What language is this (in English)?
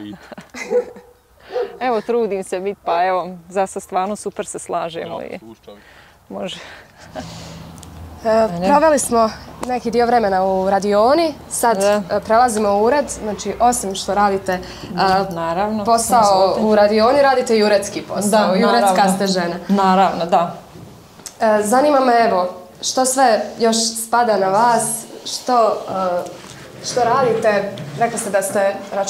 Croatian